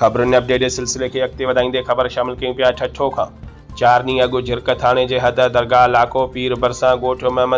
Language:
Sindhi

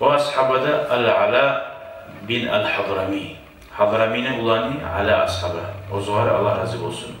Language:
Kumyk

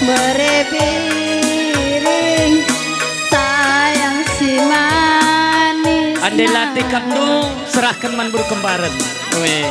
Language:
Batak Karo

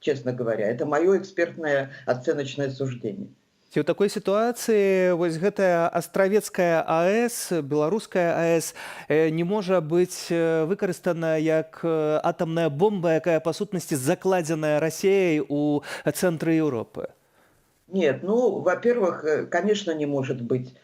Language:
Belarusian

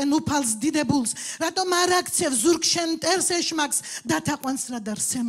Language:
Georgian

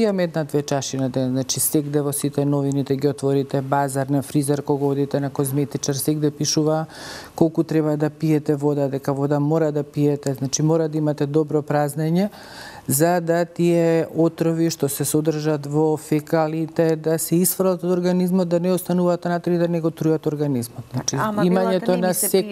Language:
Macedonian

